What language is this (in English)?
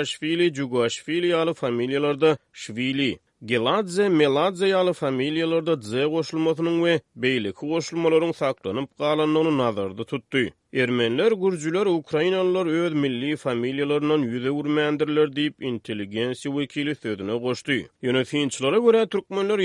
Turkmen